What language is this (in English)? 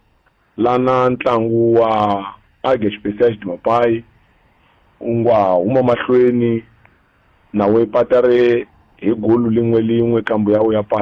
Tsonga